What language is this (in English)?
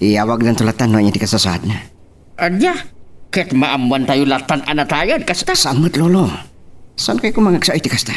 Iloko